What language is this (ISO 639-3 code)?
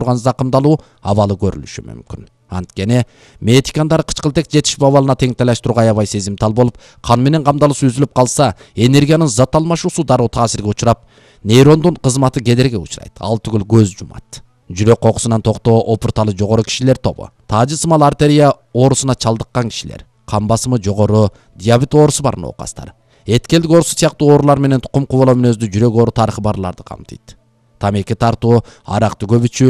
kir